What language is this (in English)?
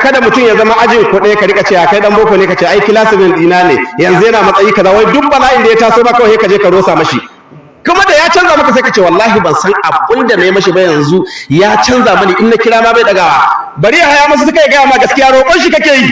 Hausa